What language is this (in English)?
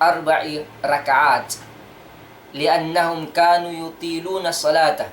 Tausug